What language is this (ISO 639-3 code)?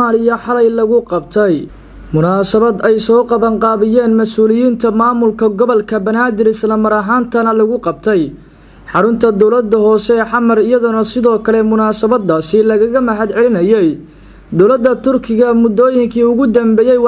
som